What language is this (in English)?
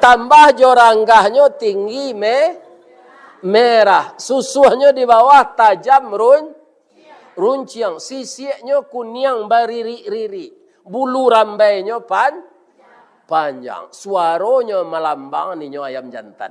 Minangkabau